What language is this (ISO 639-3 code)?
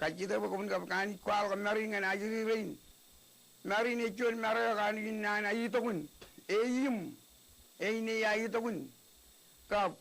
mah